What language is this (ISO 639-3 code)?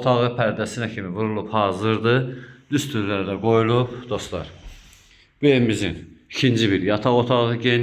aze